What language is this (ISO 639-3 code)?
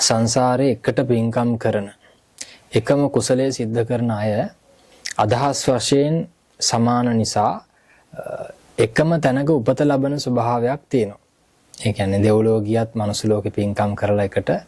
sin